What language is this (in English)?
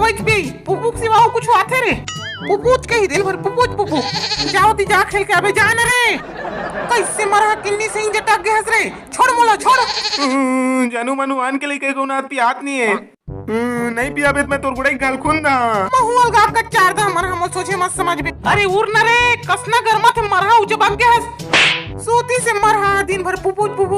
Chhattisgarhi